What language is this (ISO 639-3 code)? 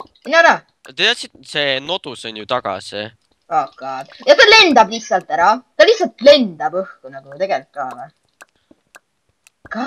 est